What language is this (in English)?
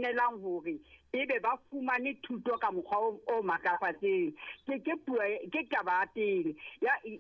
Southern Sotho